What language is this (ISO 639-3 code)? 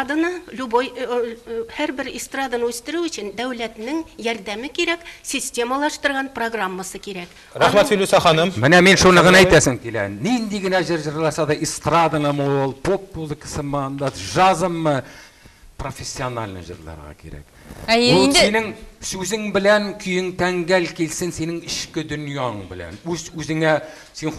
tat